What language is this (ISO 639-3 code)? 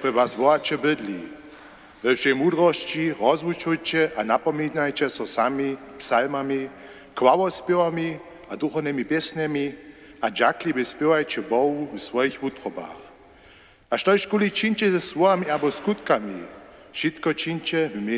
hsb